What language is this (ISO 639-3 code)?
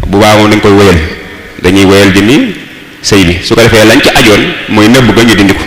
wol